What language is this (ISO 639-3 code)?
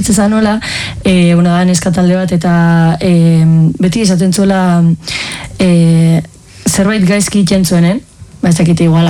eus